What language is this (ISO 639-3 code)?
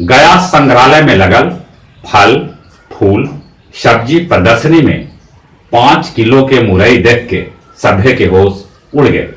mag